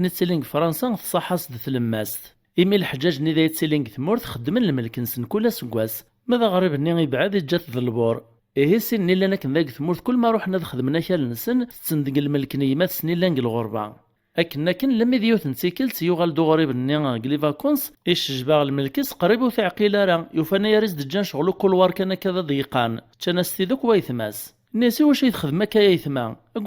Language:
Kabyle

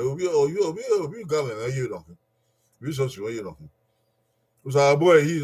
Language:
Bini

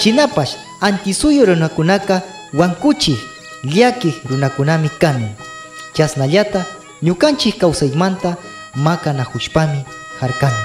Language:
Imbabura Highland Quichua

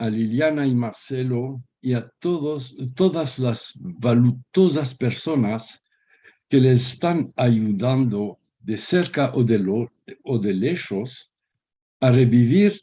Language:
Ladino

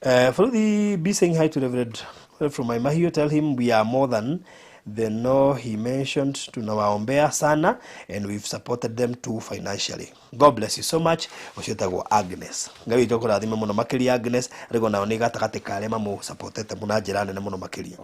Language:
Kikuyu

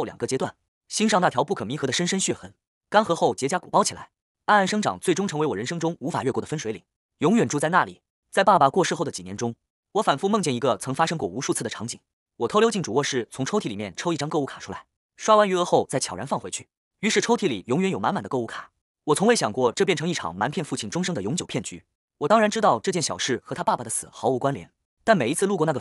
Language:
Chinese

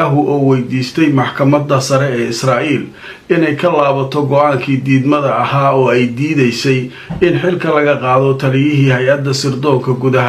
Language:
Somali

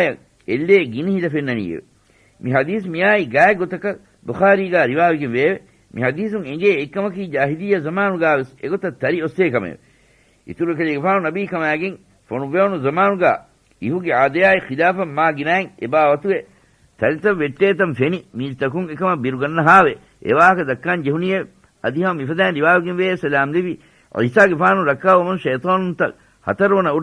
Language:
Divehi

